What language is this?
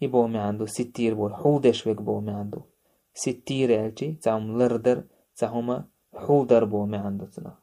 Chechen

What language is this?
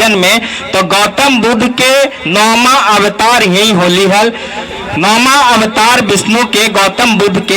Magahi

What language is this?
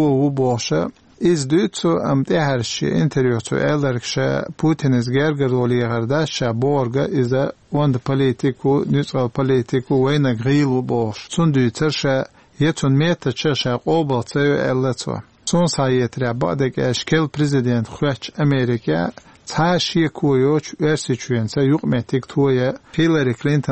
Chechen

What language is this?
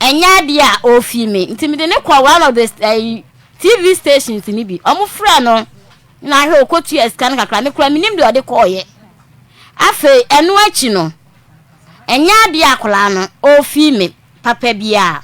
Akan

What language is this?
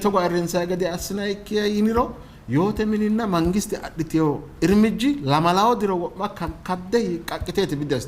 Sidamo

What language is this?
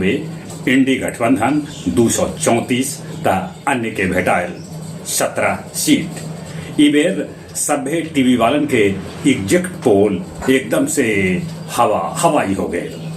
Magahi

